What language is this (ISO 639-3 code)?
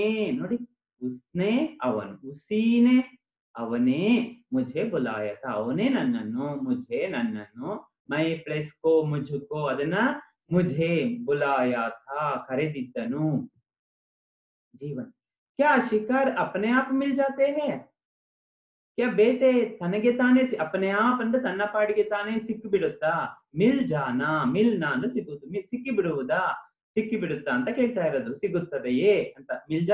kan